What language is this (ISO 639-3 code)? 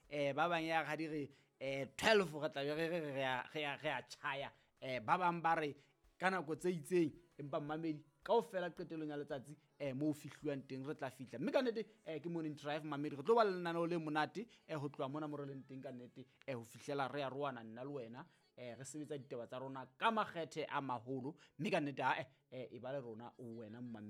sot